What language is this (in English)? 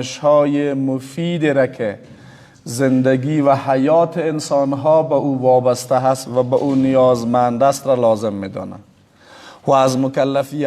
Persian